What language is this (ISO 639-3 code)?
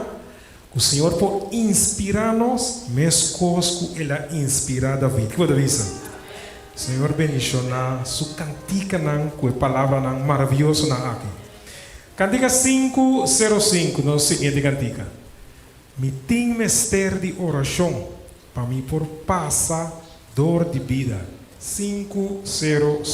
pap